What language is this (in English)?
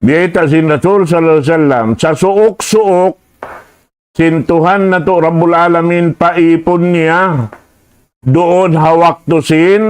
Tausug